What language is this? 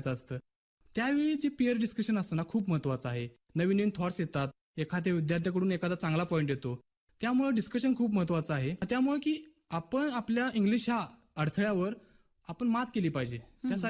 Marathi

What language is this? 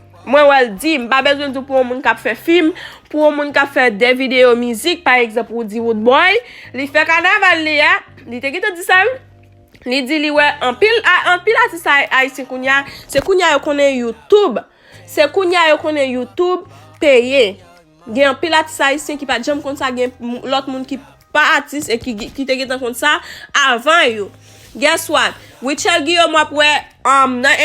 Haitian Creole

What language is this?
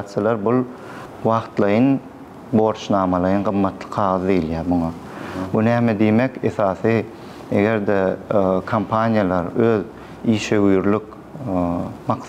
Turkmen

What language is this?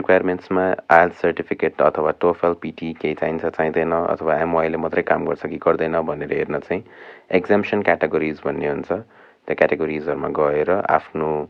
Nepali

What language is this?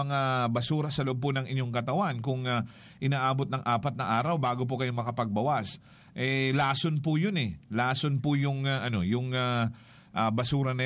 Filipino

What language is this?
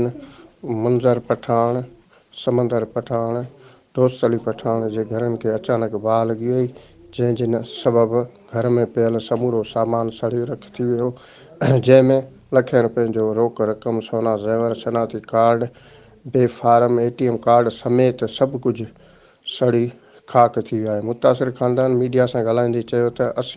Sindhi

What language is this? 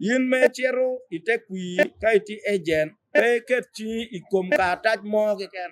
Acoli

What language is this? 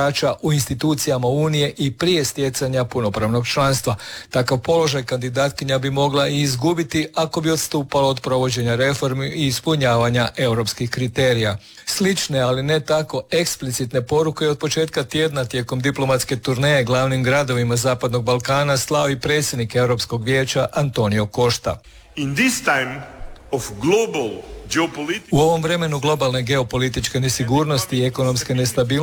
Croatian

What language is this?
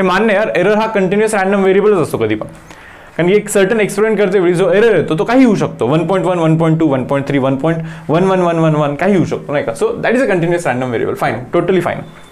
Marathi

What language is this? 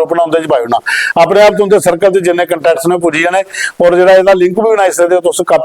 Dogri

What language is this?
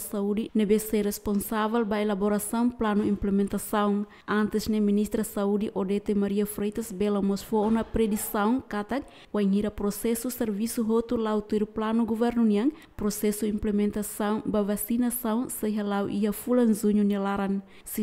Tetum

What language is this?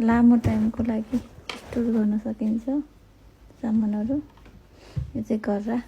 Nepali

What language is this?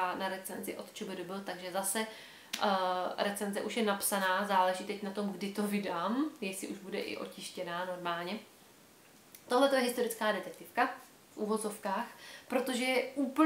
Czech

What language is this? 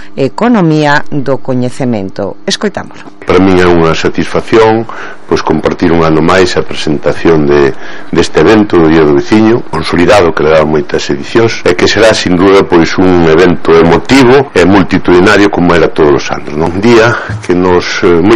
Galician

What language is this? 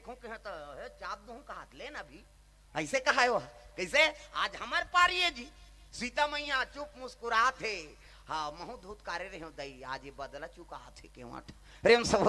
Chhattisgarhi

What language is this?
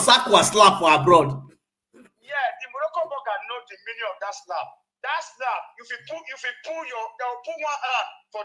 Nigerian Pidgin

